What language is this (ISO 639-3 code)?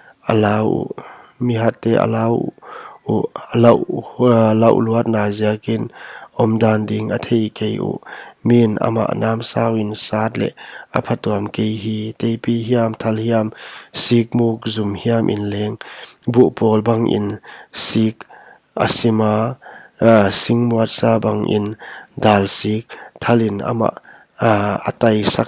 pck